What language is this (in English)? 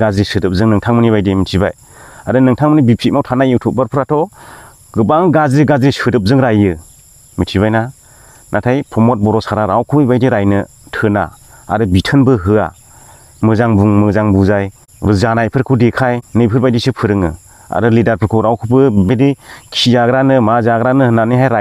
Bodo